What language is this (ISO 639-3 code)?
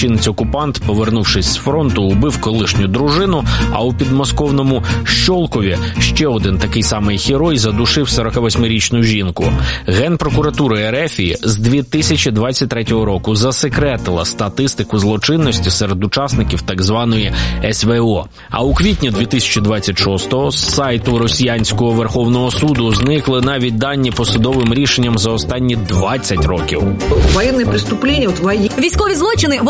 ukr